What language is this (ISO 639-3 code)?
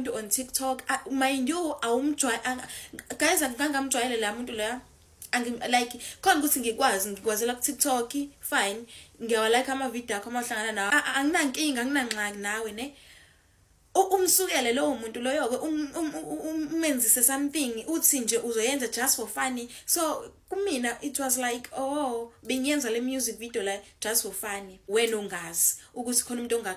zul